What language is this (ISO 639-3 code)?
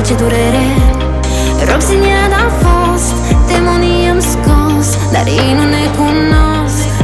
ron